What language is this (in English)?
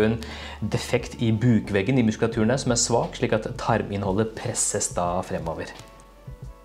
Norwegian